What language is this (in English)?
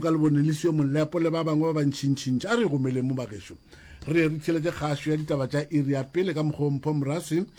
Northern Sotho